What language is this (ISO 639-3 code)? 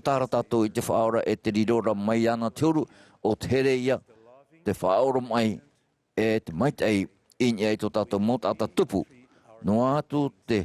tah